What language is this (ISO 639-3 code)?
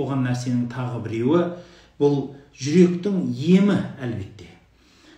kaz